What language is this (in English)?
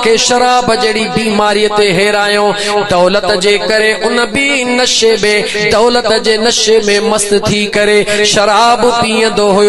Sindhi